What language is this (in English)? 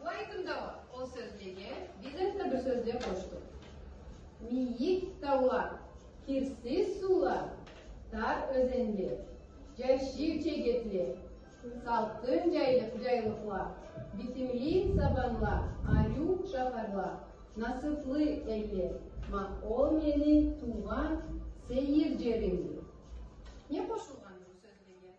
Karachay-Balkar